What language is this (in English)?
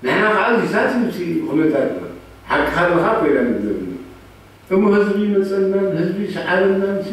Tigrinya